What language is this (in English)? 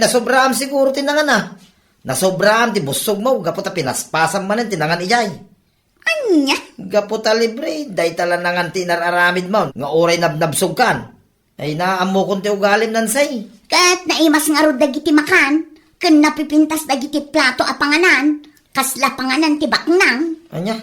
Iloko